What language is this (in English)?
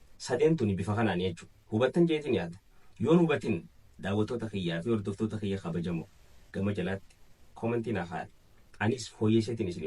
Oromo